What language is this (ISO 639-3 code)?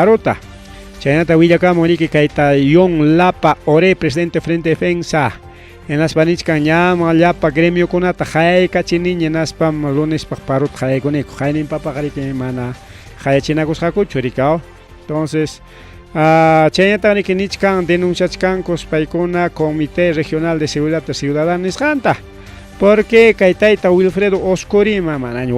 quy